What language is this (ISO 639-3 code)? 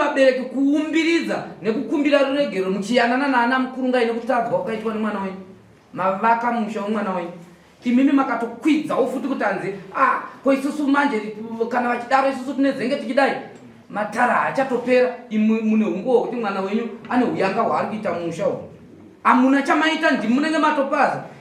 sna